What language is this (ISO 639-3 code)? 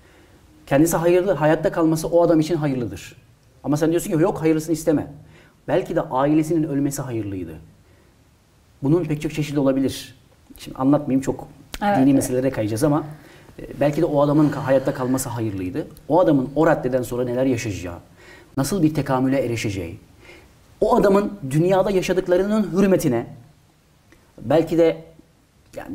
tur